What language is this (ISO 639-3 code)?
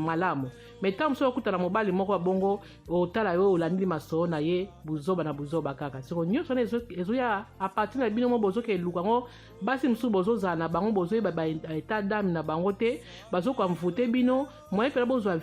lin